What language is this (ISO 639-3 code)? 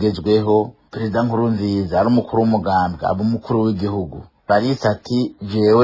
run